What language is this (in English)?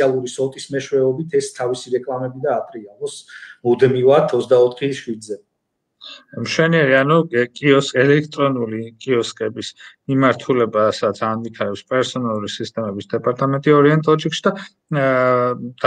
Georgian